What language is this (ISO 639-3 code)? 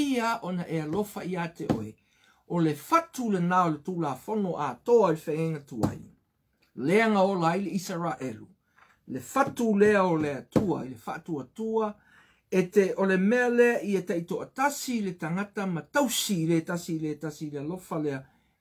smo